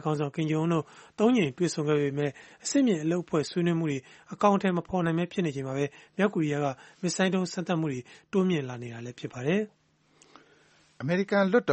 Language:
Burmese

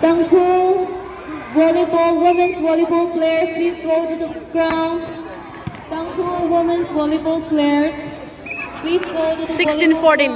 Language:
Tangkhul Naga (India)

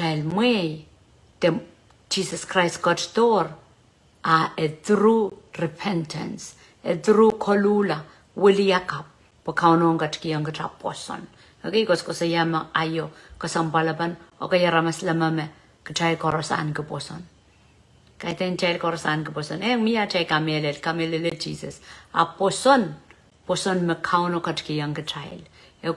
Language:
Pohnpeian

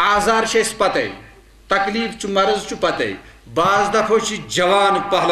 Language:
Kashmiri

